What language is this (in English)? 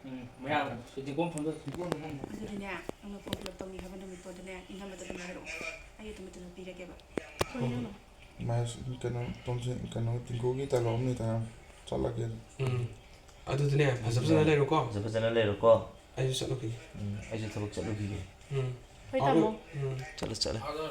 Manipuri